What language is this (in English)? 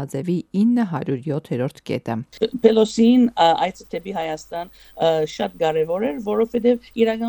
Armenian